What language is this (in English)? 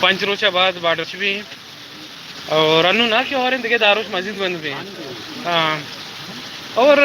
Baluchi